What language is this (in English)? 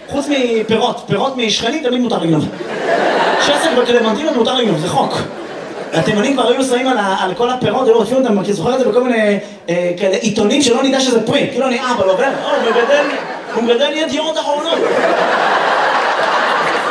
Hebrew